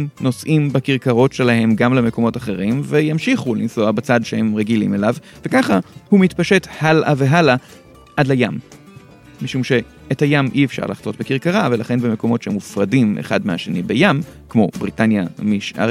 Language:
Hebrew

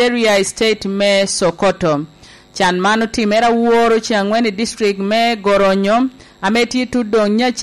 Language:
Lango (Uganda)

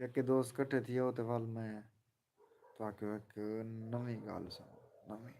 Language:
Saraiki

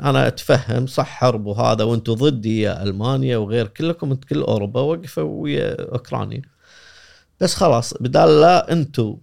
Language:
Gulf Arabic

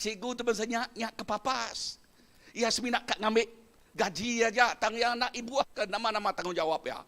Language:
Iban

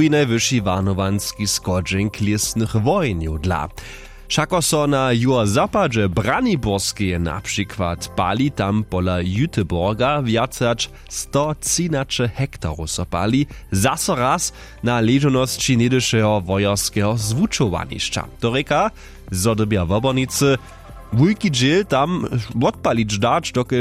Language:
Upper Sorbian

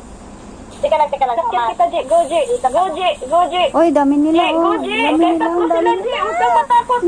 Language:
Filipino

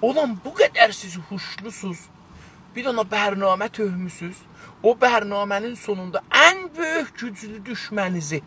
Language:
South Azerbaijani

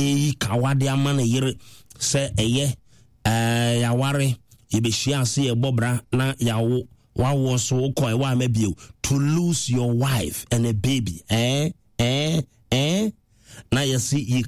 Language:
Akan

